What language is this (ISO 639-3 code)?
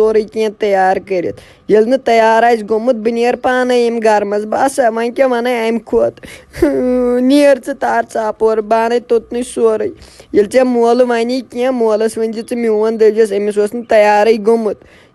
kas